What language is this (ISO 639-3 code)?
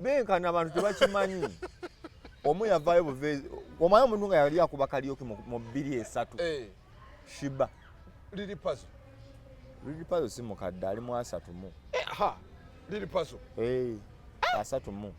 lug